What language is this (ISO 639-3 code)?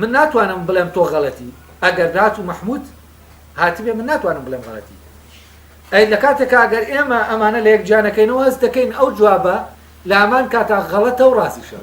ckb